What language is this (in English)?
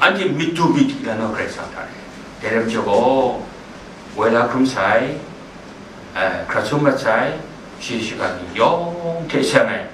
Kachin